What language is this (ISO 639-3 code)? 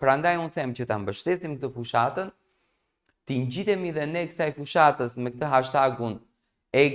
sqi